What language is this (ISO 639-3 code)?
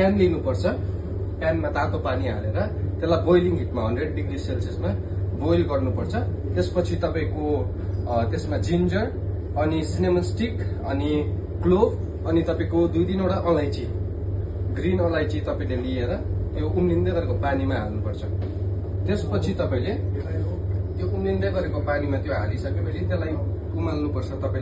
nep